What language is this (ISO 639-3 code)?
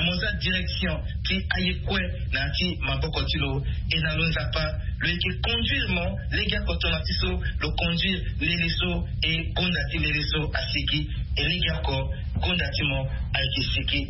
sag